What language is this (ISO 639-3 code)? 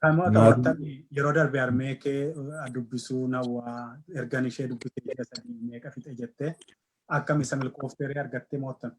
orm